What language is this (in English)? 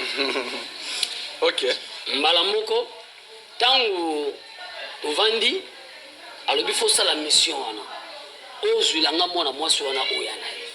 Lingala